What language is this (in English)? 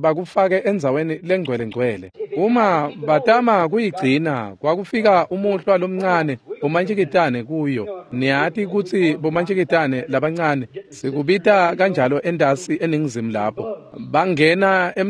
Swati